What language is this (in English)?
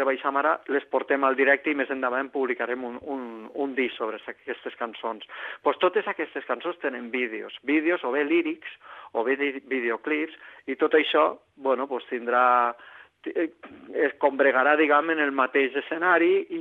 Catalan